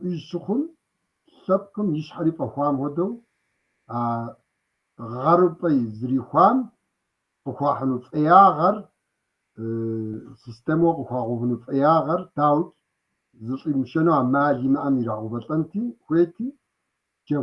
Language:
Kabardian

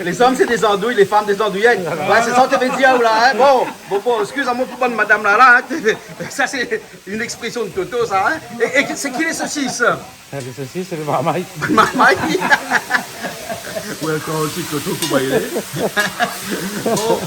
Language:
Réunion Creole French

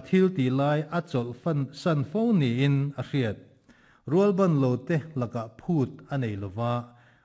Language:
Mizo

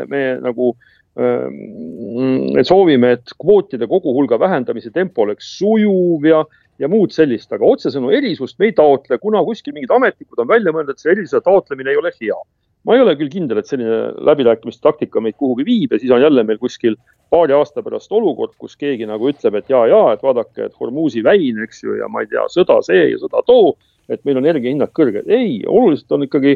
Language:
Estonian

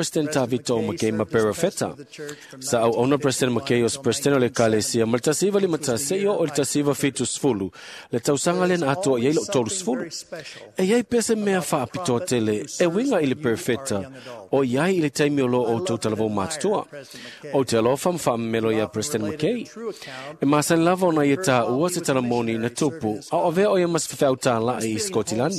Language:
Samoan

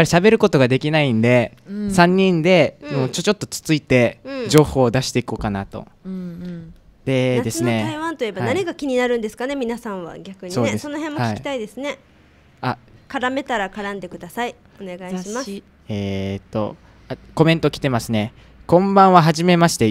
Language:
Japanese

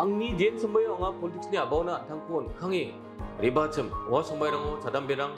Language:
Garo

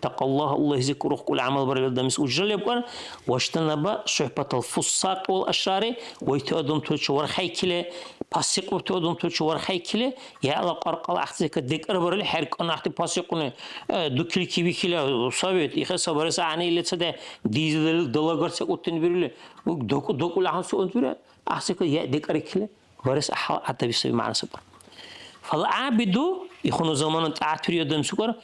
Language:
Dargwa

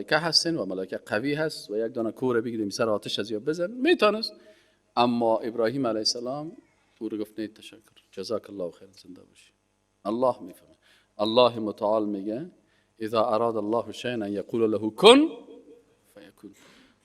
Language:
Persian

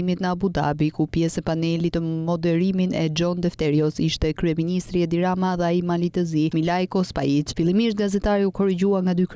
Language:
Albanian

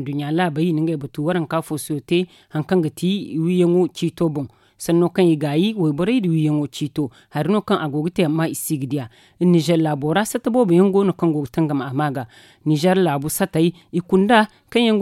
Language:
Zarma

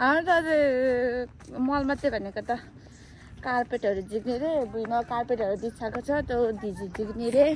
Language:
Nepali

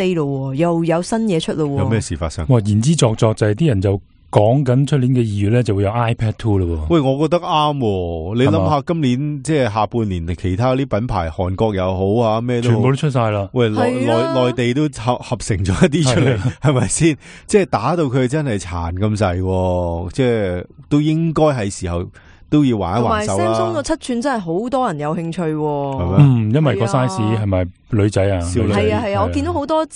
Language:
Cantonese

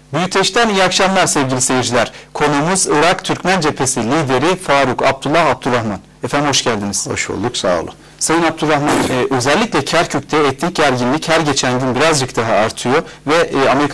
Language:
Turkish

